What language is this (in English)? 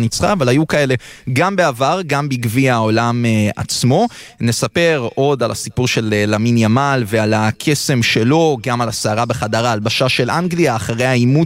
Hebrew